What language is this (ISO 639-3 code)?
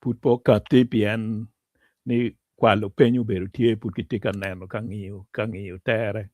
ach